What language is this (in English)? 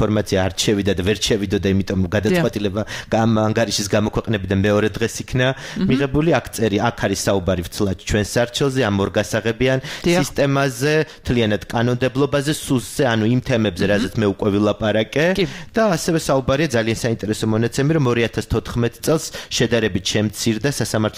Georgian